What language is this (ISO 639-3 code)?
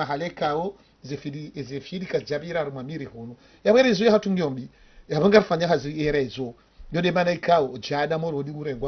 zdj